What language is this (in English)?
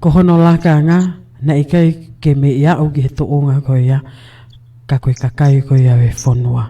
Tongan